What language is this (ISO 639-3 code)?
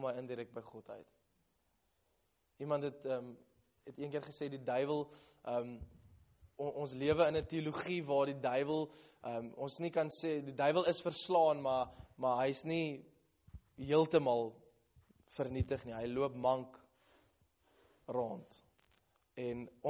afr